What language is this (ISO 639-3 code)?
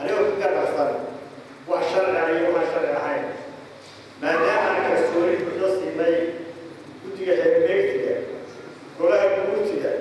som